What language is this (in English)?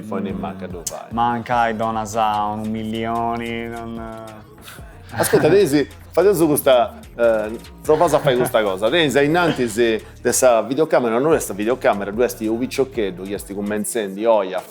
Sardinian